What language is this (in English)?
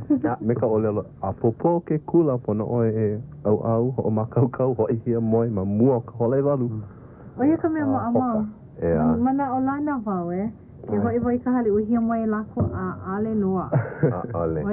Hawaiian